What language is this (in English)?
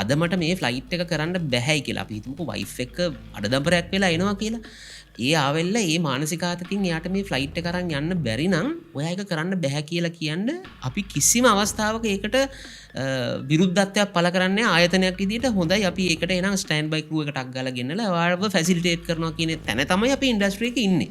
Sinhala